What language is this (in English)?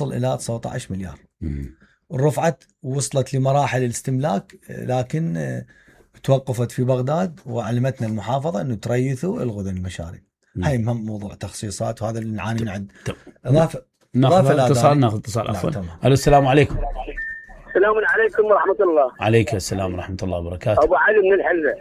Mesopotamian Arabic